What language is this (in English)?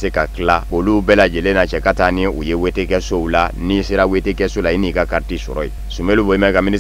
Bambara